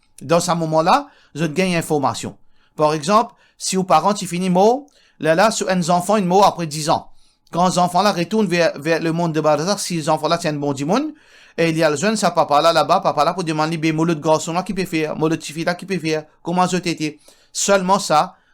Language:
Morisyen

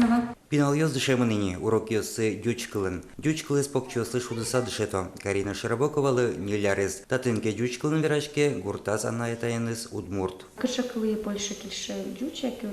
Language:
Udmurt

